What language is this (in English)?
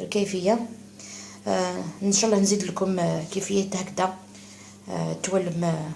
Algerian Arabic